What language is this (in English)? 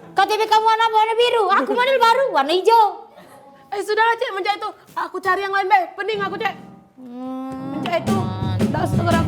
Musi